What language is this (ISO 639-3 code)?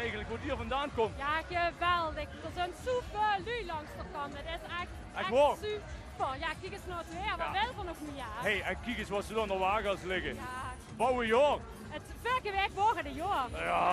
lim